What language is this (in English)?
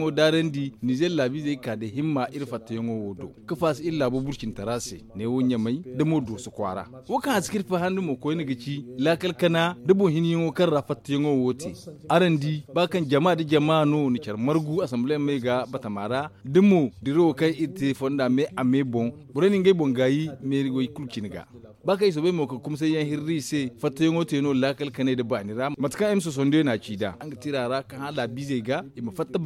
Zarma